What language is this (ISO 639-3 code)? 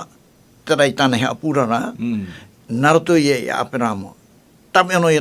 tah